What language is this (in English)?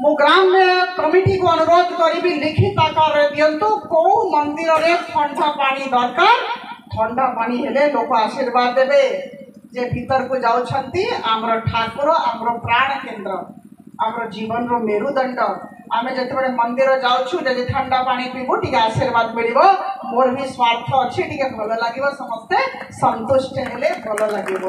Odia